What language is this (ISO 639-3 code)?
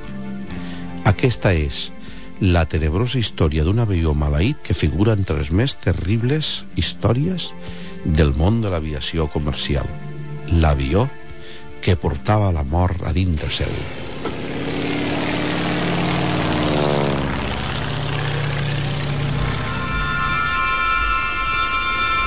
cat